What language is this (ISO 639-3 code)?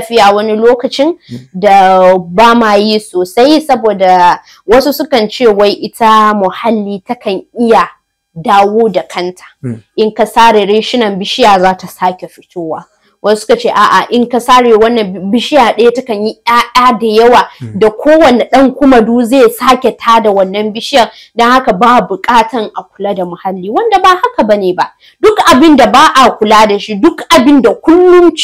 hau